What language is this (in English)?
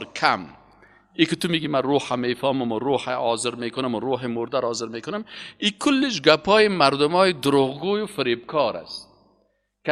Persian